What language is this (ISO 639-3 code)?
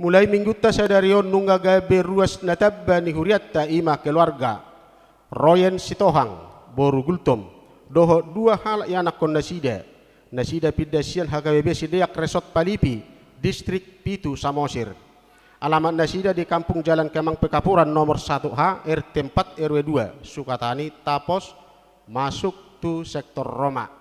bbc